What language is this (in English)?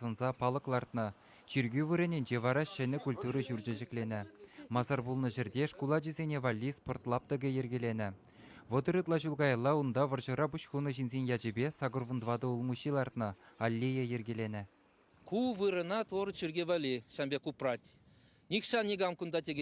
Chuvash